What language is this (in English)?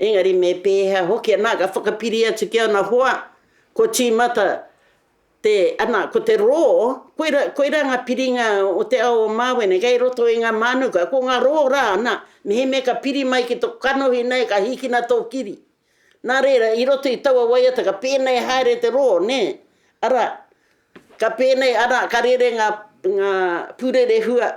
Māori